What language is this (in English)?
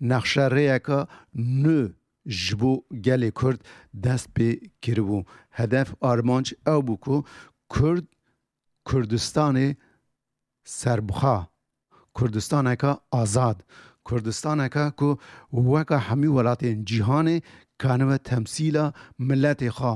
Kurdish